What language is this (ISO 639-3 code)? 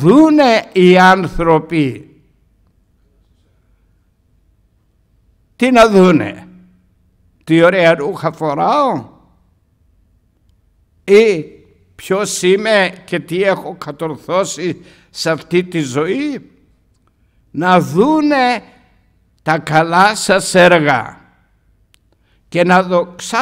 ell